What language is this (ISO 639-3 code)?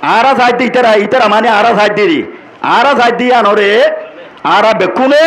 rhg